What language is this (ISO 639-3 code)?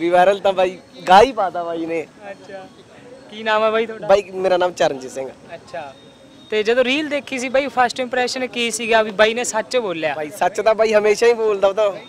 pan